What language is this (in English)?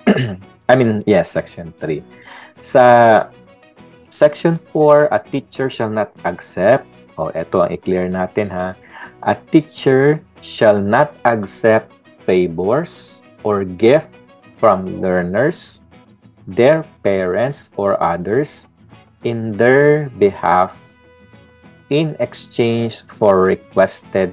Filipino